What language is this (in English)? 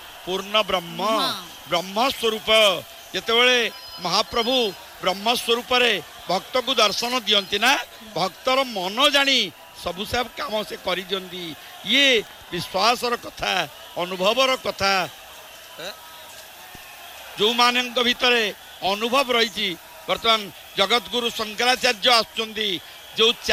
Odia